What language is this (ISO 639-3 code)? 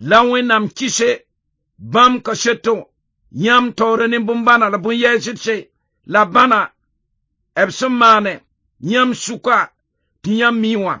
mos